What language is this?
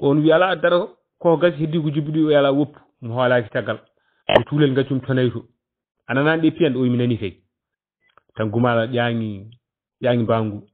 Fula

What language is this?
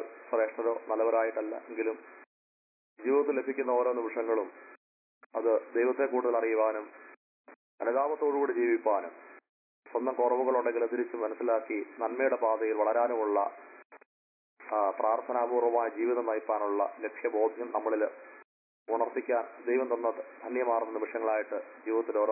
Malayalam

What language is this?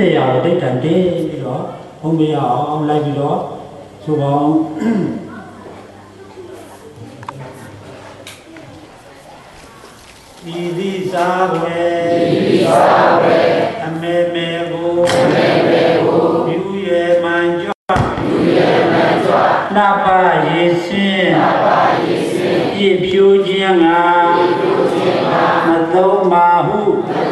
Burmese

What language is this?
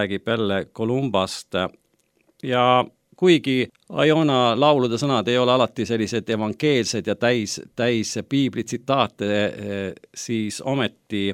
Estonian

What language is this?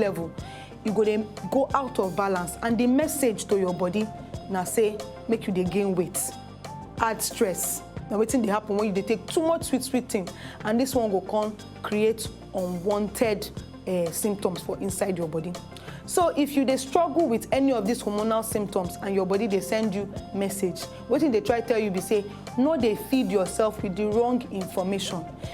Nigerian Pidgin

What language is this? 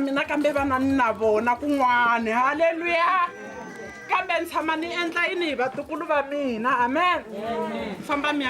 Tsonga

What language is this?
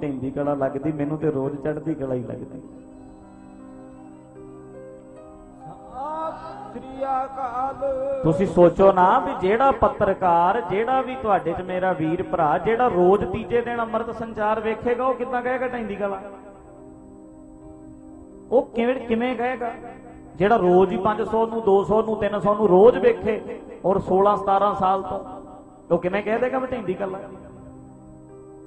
Punjabi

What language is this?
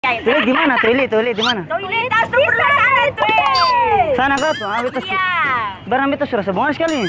Ambonese Malay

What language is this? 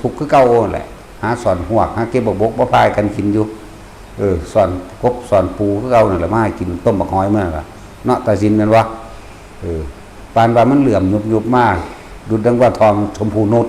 Northeastern Thai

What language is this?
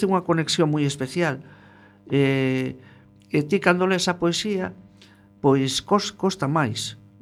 Galician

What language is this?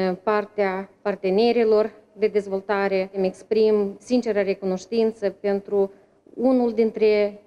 Romanian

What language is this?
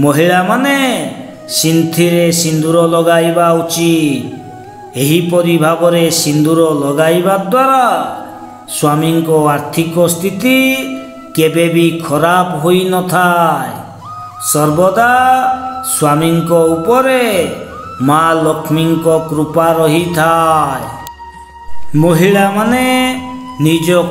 Odia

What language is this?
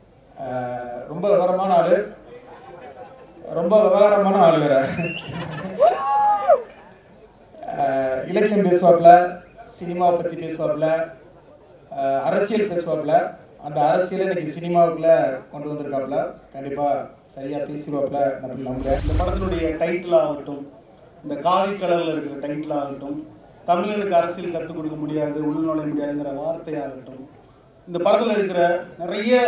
Tamil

